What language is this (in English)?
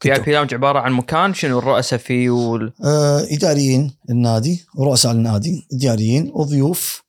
Gulf Arabic